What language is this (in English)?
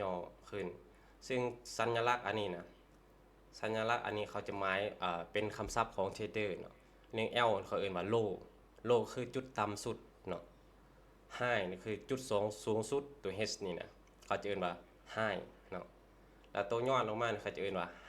Lao